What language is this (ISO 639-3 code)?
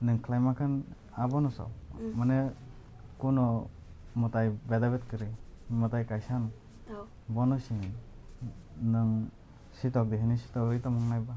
trp